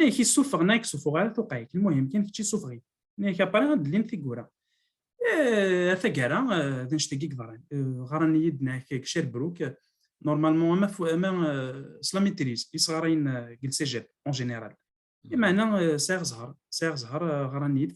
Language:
Kabyle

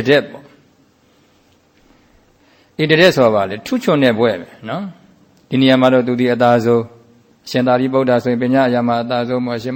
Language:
Burmese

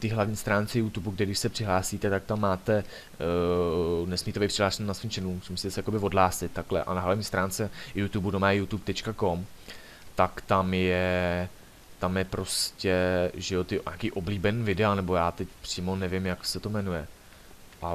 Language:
Czech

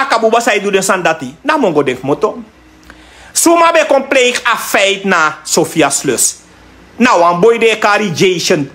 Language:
Sranan Tongo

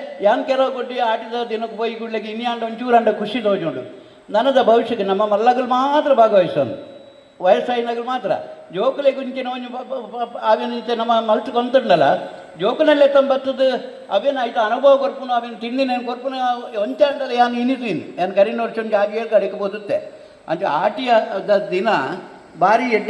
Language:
Tulu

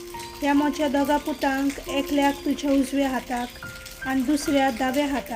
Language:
Konkani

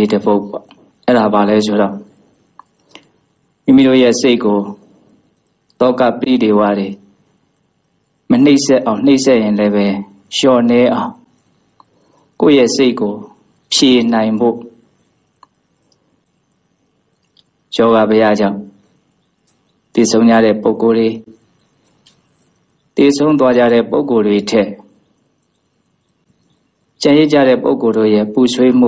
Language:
Burmese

